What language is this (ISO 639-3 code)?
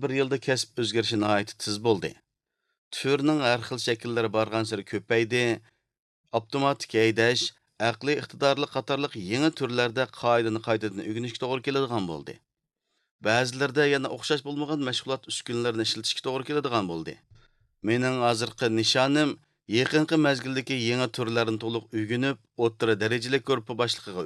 uig